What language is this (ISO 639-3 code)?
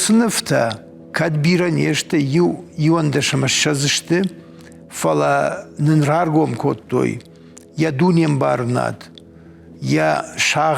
oss